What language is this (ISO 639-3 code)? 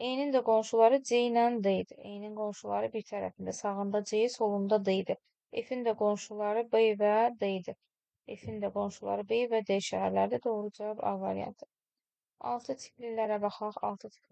aze